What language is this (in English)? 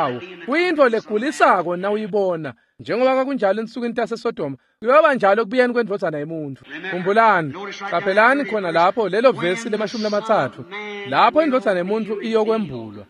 Swati